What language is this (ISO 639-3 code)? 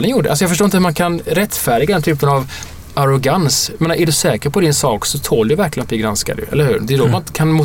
swe